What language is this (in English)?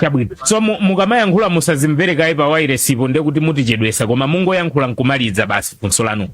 Nyanja